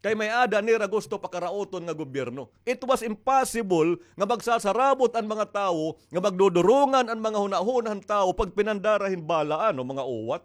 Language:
Waray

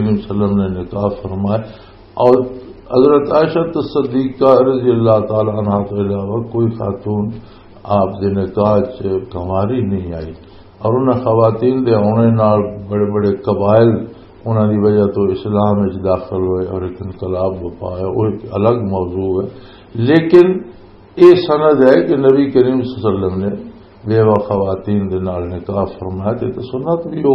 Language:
Western Panjabi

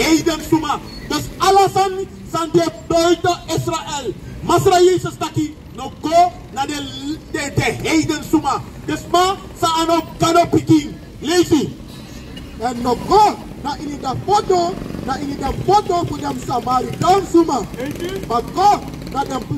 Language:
Sranan Tongo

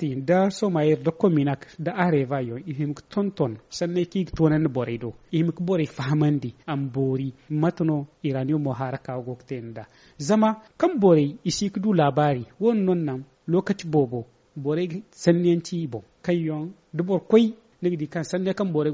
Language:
Zarma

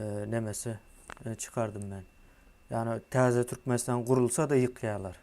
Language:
Turkmen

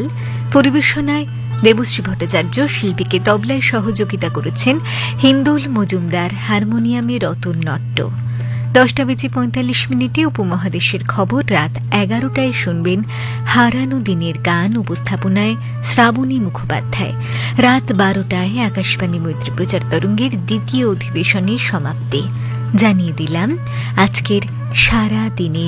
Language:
Bangla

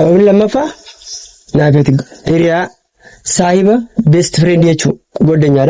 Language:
Oromo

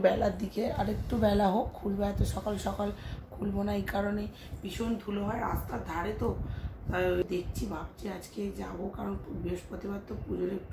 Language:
Bangla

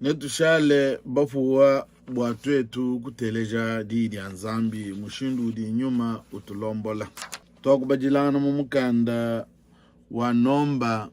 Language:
Luba-Lulua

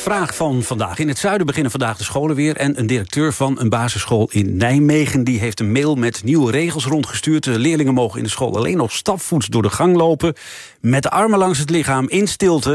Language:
Dutch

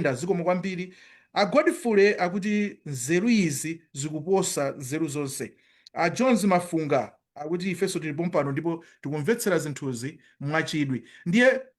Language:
Nyanja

